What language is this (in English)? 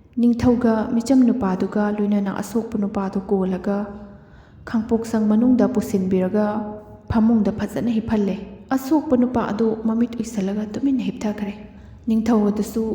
Manipuri